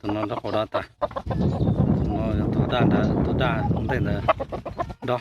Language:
Hmong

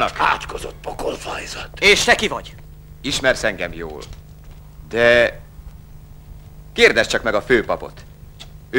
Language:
Hungarian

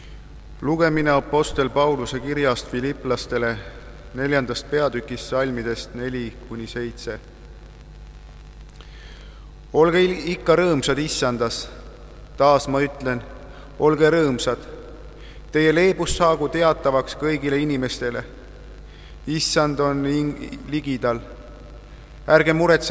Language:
Estonian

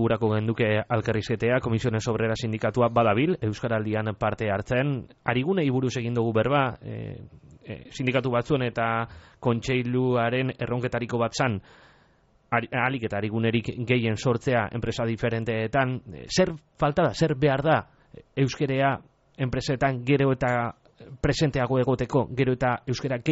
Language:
Basque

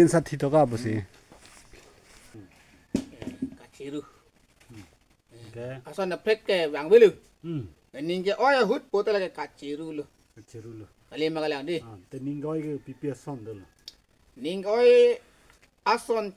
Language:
Karbi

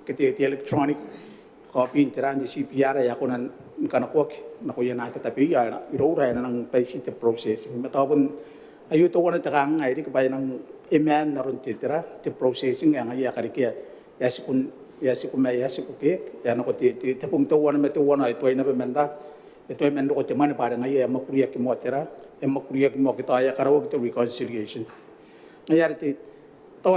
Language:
Gilbertese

